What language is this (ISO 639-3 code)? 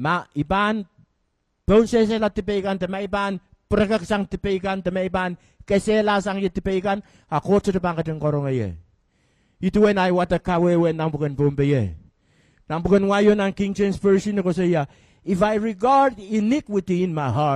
pon